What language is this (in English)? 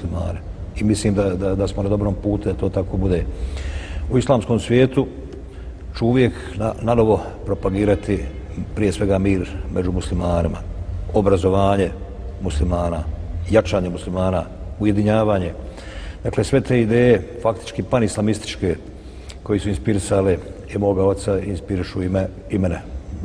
Bosnian